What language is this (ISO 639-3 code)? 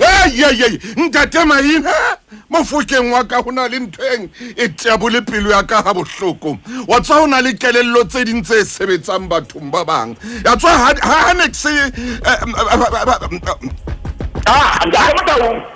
sot